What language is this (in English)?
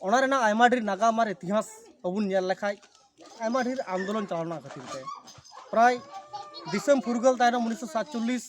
Santali